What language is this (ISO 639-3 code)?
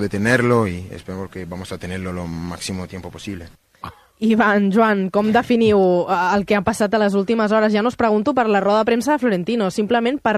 cat